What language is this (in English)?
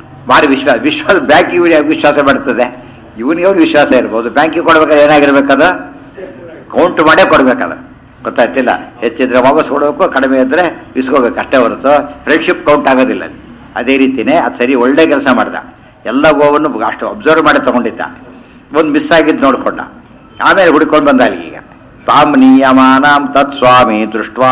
Kannada